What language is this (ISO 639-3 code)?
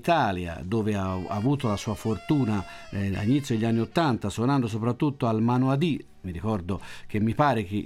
ita